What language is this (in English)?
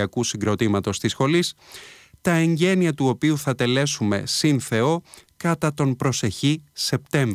Greek